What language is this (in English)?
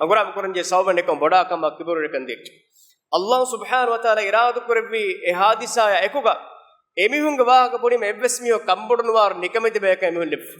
Divehi